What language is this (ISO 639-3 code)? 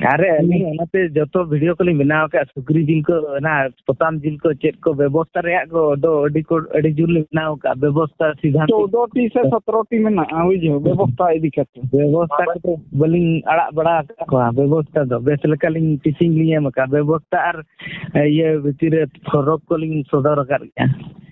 sat